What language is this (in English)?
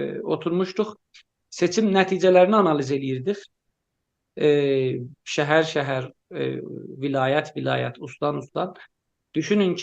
South Azerbaijani